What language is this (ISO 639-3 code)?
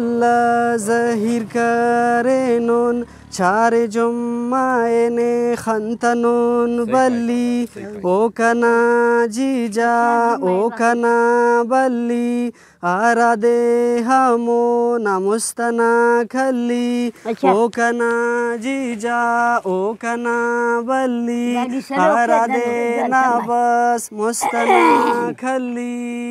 brh